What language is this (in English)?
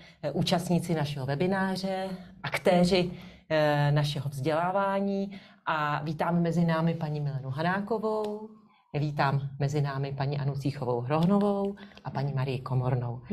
Czech